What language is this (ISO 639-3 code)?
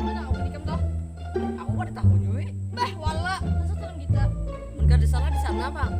bjn